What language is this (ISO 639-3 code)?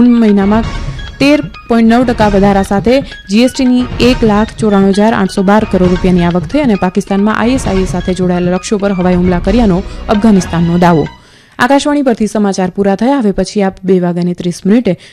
guj